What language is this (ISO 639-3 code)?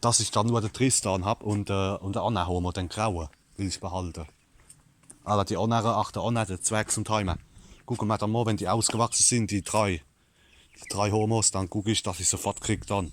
pfl